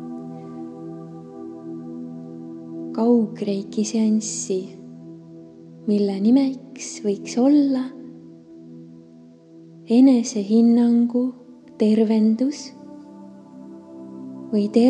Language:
Estonian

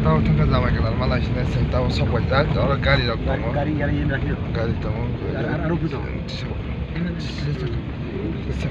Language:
Kok Borok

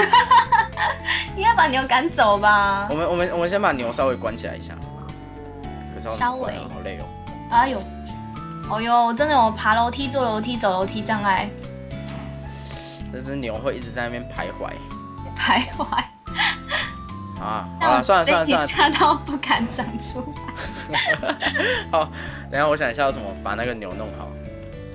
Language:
Chinese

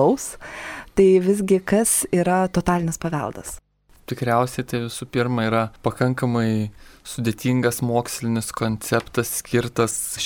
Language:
Lithuanian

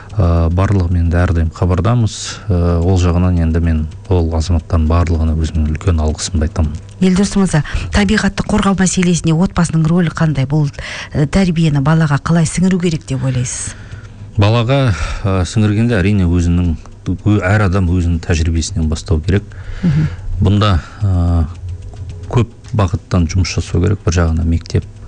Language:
Kazakh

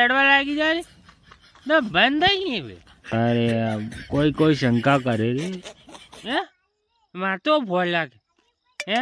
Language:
Rajasthani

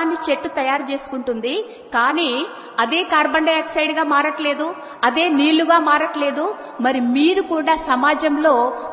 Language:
Telugu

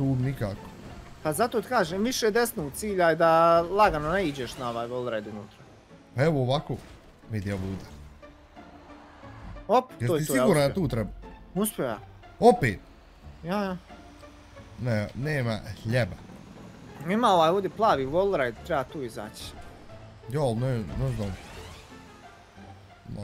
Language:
Bosnian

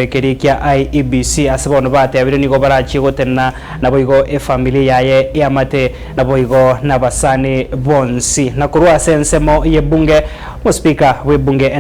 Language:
Gusii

